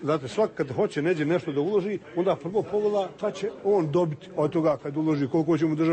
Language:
Croatian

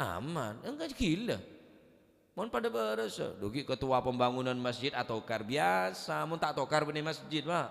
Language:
Madurese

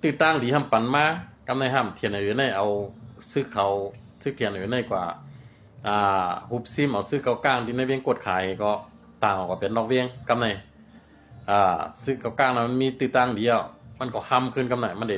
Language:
Shan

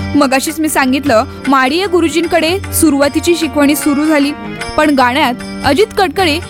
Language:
Marathi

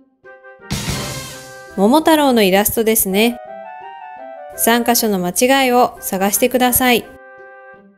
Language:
Japanese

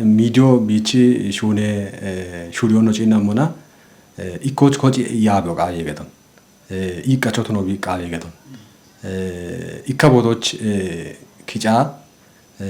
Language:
Kafa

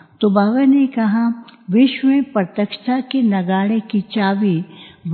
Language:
Hindi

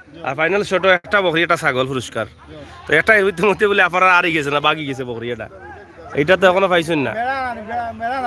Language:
Sylheti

